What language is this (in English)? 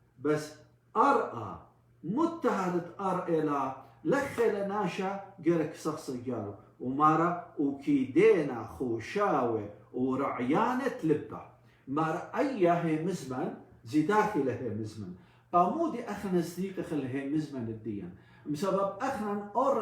Assyrian Neo-Aramaic